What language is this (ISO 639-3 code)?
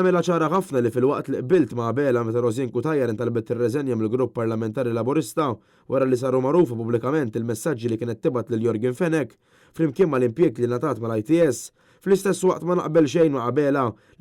mlt